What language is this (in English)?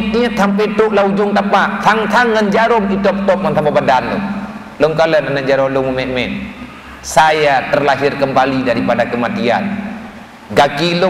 Achinese